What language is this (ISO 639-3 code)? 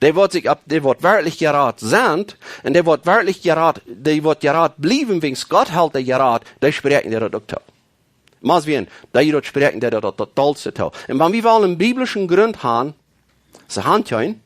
pdt